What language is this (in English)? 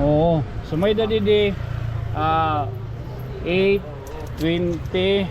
Waray